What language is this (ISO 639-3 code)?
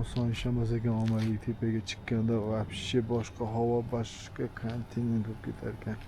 uzb